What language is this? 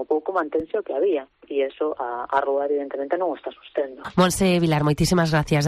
Galician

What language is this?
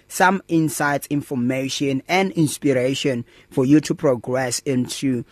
English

